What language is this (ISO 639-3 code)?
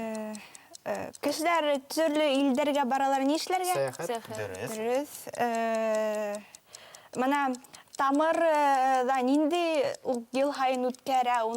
bak